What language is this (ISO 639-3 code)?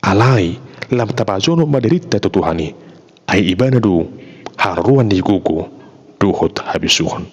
bbc